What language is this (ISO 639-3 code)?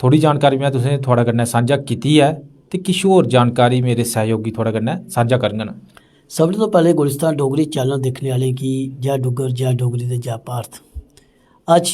doi